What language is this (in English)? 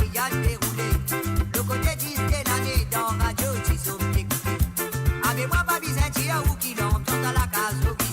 Morisyen